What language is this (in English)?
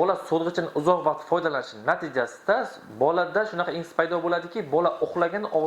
Uzbek